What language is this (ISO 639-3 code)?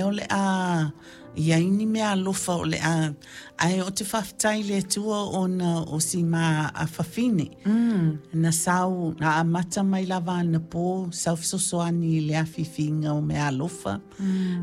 smo